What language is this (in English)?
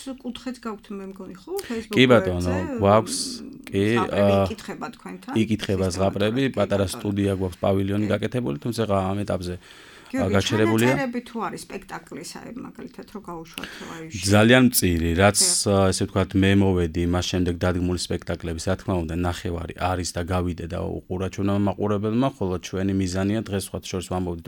Georgian